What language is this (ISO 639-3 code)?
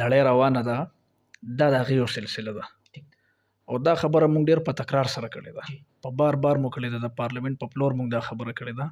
pus